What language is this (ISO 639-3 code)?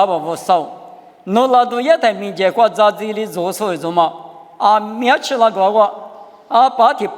lis